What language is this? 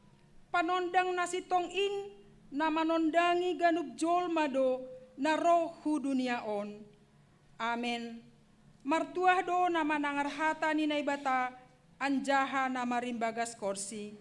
Batak Simalungun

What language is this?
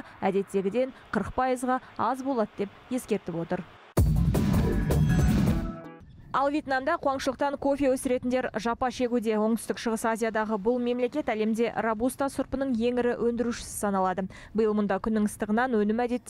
Kazakh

